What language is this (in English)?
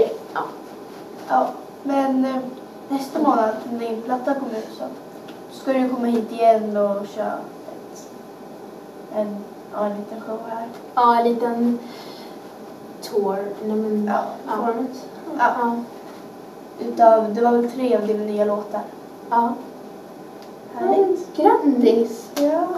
Swedish